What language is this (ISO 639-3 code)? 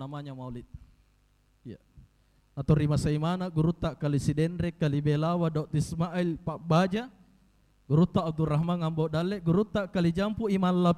bug